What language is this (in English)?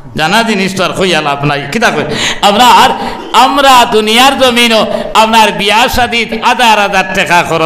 Sylheti